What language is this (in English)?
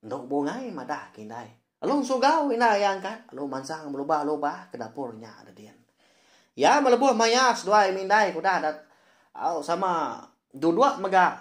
Iban